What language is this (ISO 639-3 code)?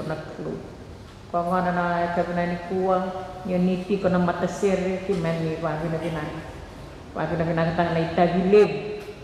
fij